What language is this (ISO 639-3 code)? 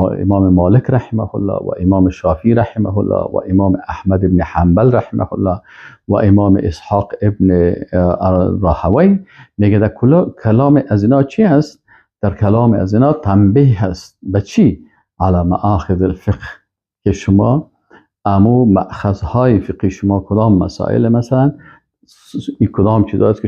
fas